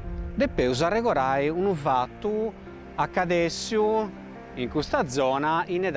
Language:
Sardinian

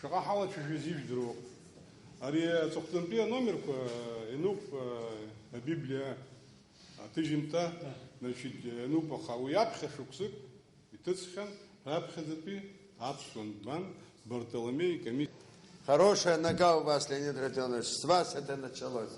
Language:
Abkhazian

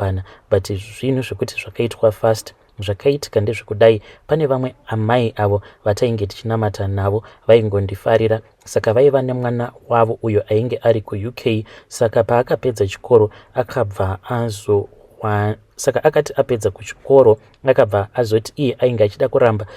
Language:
Shona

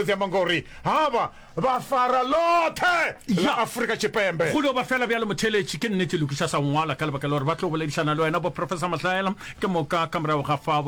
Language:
Northern Sotho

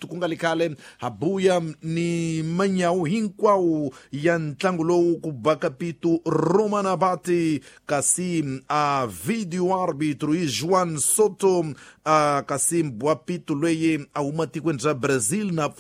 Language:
Tsonga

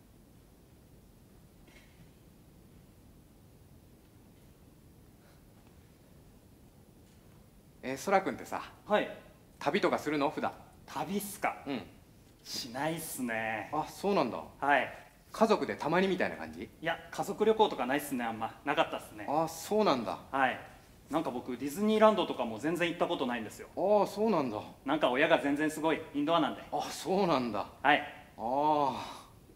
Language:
Japanese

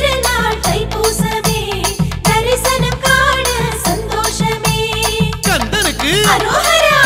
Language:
Tamil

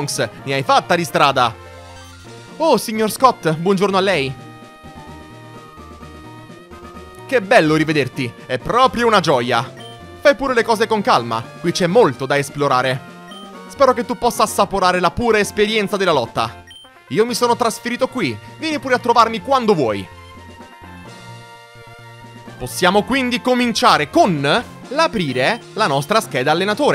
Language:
Italian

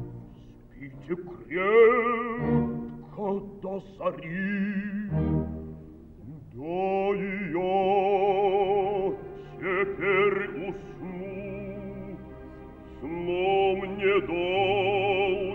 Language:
Russian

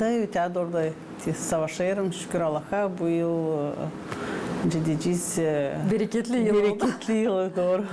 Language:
Gagauz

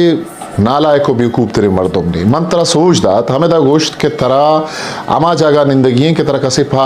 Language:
Eastern Balochi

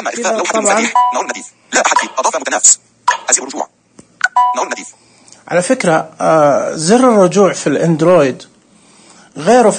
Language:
Najdi Arabic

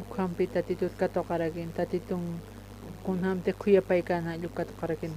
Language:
Aymara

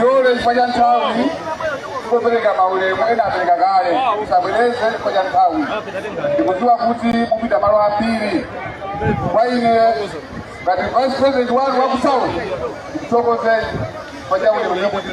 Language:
Nyanja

